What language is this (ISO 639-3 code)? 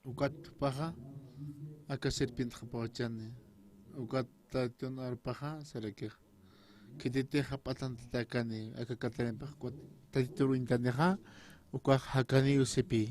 aym